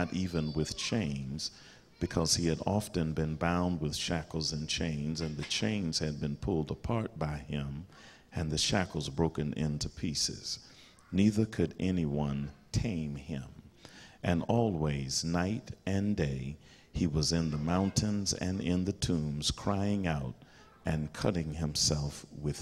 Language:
English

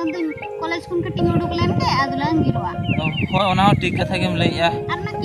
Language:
Santali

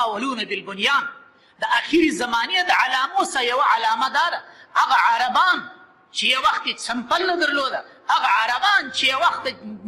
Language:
Pashto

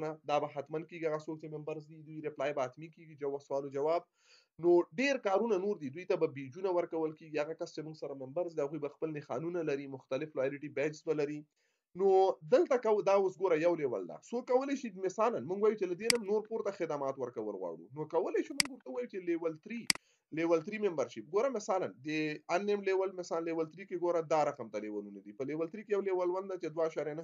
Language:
Pashto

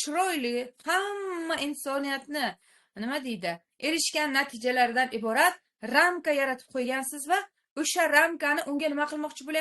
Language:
Uzbek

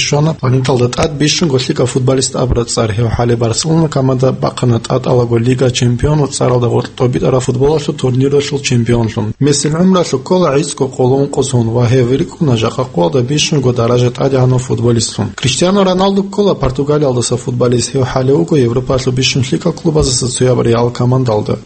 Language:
Avaric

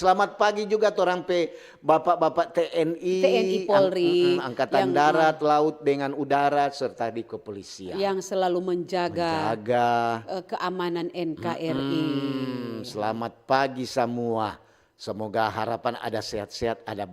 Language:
Manado Malay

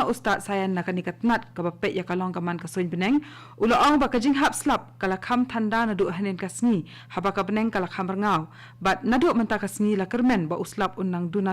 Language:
Khasi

